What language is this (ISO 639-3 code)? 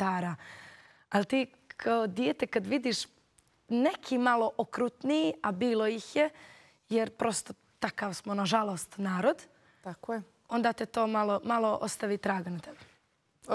bos